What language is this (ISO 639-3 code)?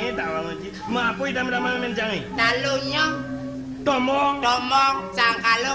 ban